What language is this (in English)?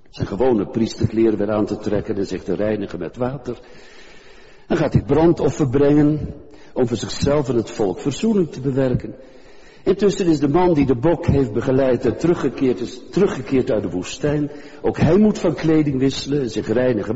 Dutch